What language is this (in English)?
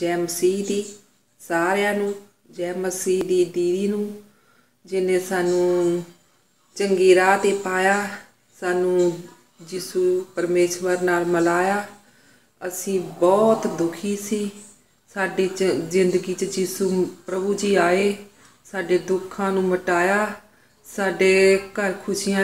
Punjabi